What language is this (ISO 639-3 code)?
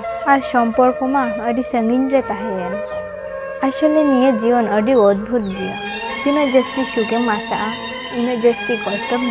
sat